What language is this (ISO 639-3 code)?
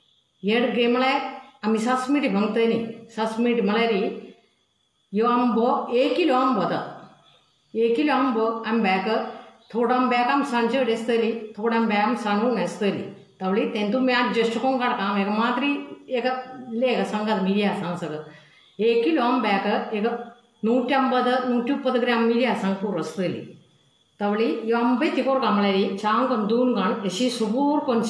kok